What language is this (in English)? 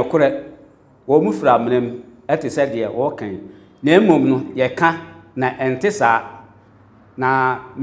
Akan